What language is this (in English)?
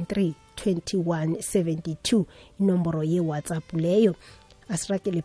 South Ndebele